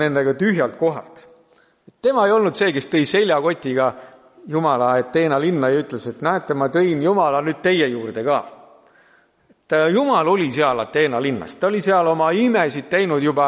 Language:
Estonian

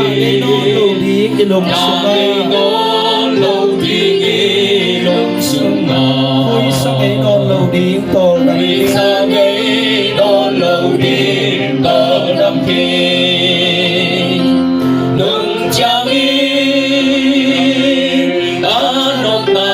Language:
Tedim Chin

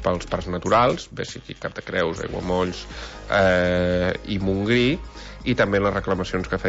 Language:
Catalan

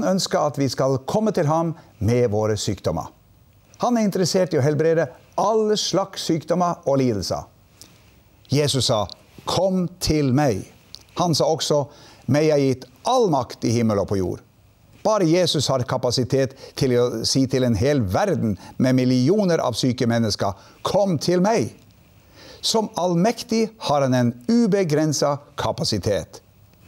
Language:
Norwegian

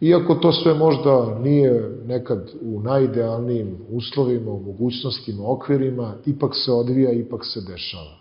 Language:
Serbian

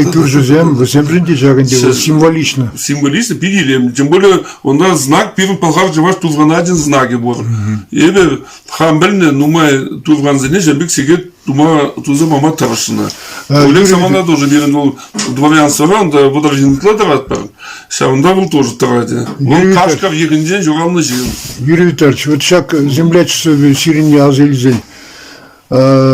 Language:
Chuvash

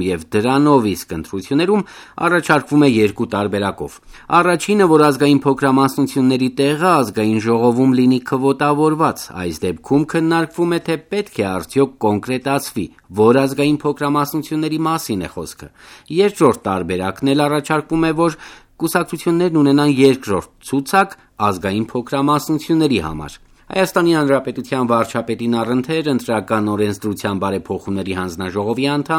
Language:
Armenian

